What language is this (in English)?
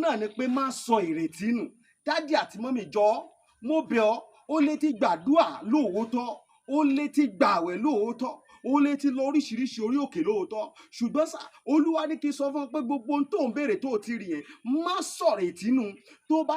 Yoruba